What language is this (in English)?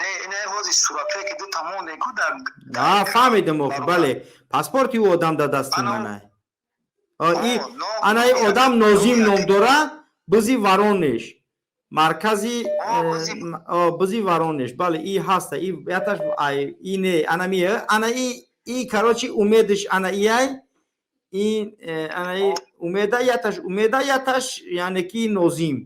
Tajik